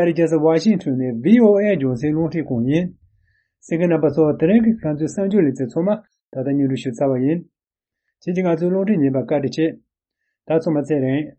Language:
Tibetan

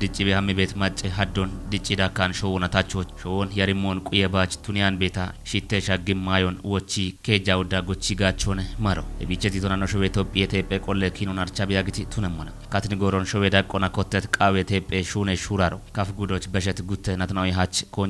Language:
Kafa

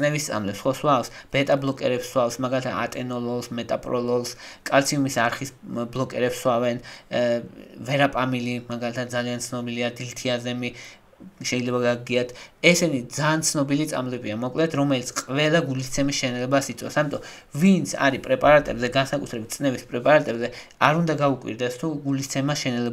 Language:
Georgian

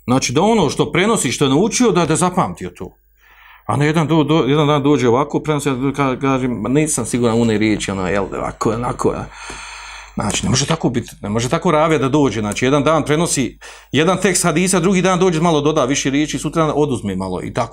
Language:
Bosnian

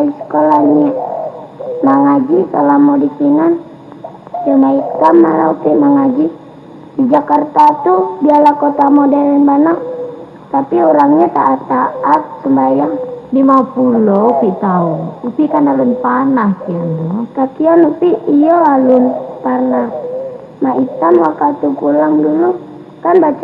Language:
Minangkabau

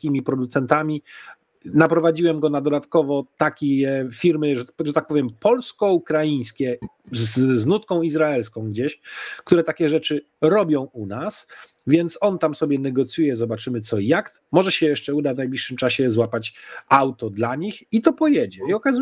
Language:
Polish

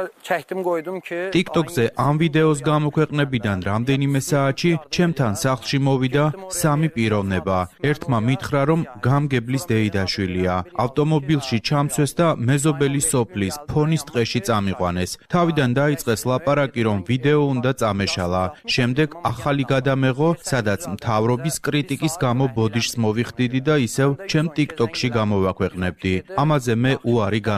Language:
Georgian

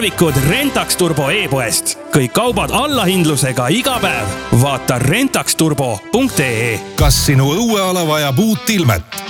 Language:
Estonian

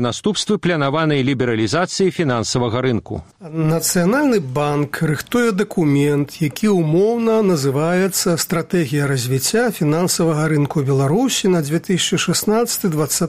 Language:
Belarusian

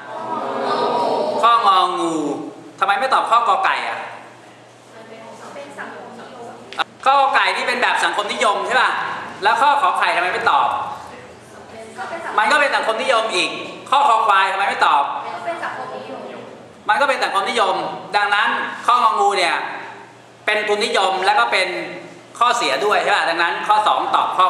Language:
Thai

